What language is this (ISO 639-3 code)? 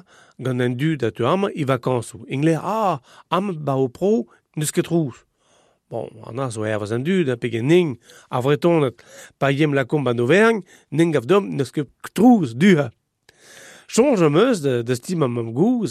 bre